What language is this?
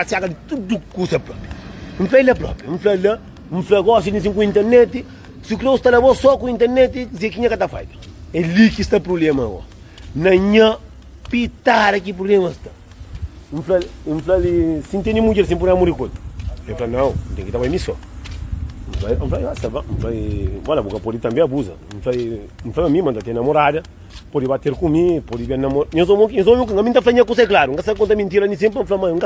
Kabuverdianu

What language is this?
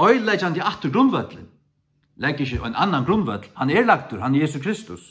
Faroese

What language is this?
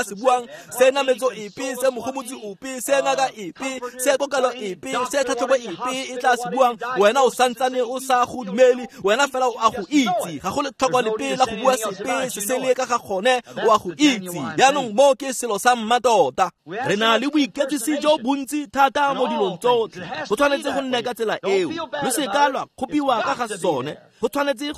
Tswana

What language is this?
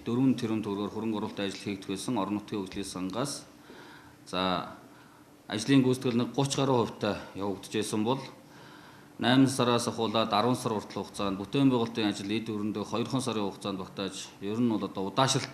Mongolian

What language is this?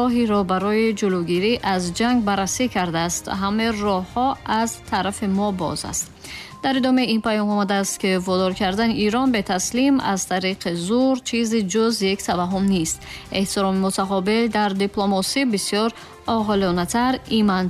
Tajik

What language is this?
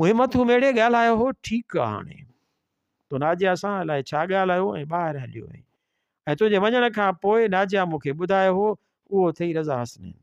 Sindhi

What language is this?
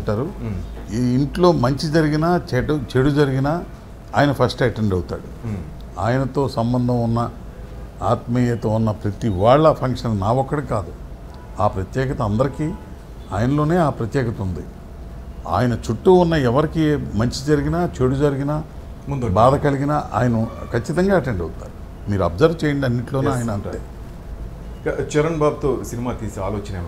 Telugu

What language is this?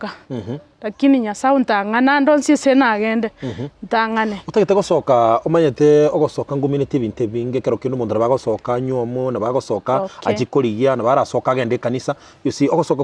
Gusii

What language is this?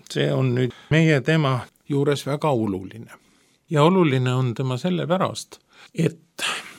Estonian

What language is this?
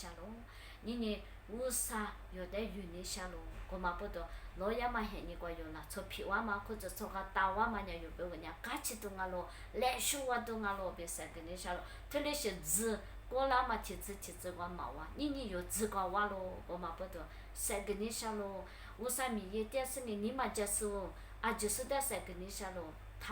Lisu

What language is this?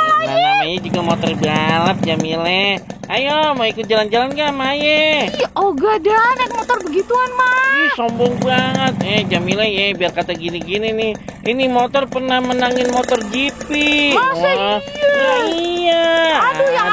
Betawi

